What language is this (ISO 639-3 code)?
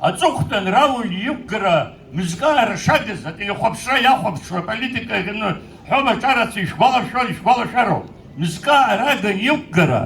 abk